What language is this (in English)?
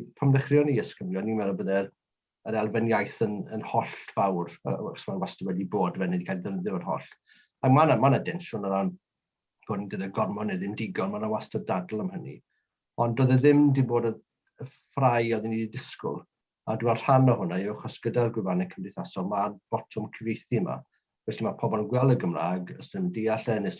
Welsh